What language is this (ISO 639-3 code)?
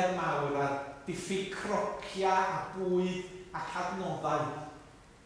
cym